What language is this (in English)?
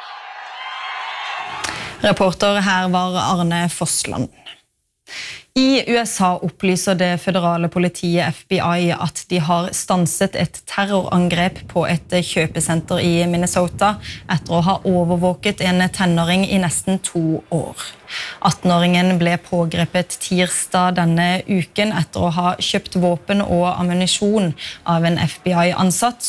Norwegian